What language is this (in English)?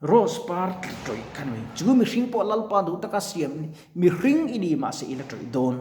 Mizo